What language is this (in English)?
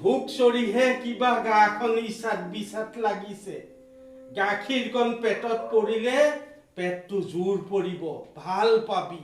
Assamese